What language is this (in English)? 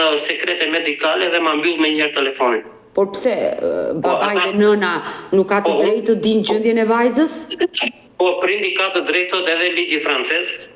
Albanian